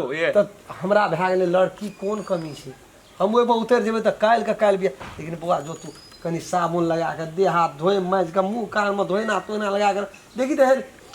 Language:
Maithili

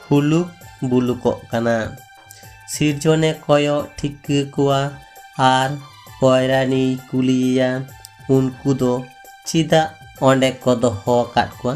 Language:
Santali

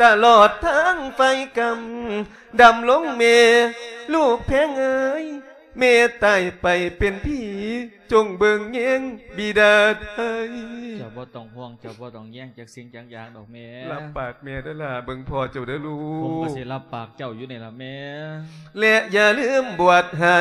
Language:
Lao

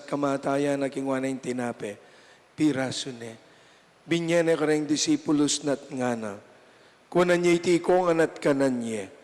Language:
Pampanga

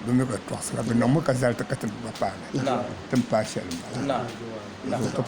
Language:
Dagbani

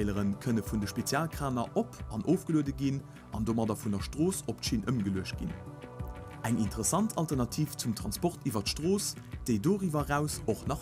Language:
Luxembourgish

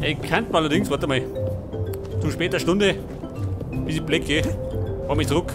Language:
Bavarian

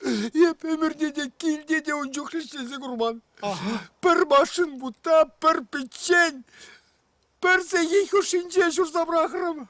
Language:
Chuvash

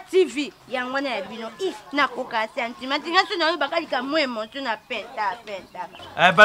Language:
Lingala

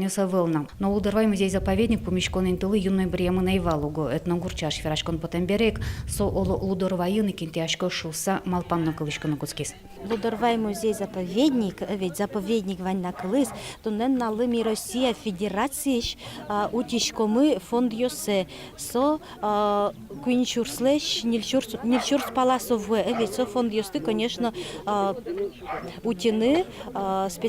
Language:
Udmurt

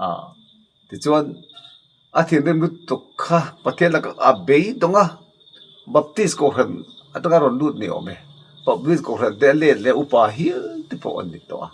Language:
Mizo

